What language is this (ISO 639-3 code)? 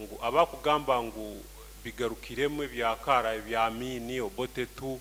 nyo